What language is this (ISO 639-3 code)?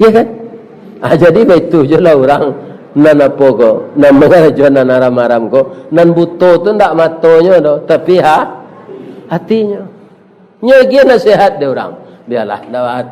min